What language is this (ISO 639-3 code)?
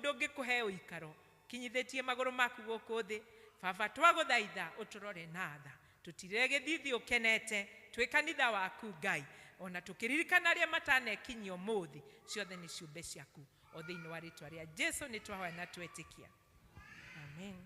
kik